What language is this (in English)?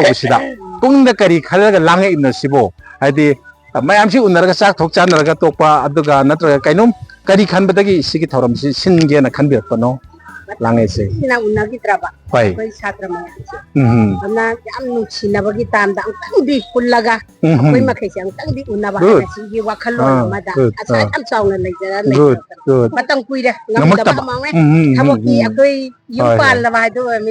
Manipuri